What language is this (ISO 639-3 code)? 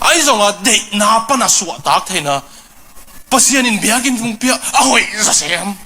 ctd